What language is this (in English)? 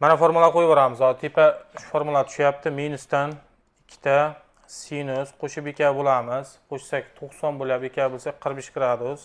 Uzbek